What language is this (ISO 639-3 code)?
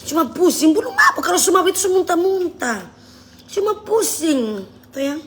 xmm